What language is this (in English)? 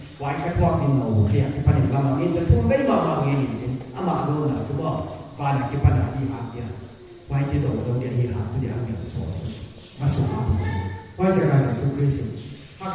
Paite Chin